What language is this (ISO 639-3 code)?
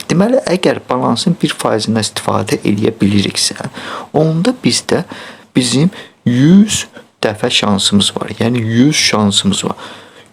aze